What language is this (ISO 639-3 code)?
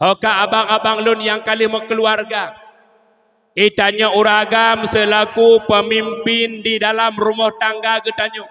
ace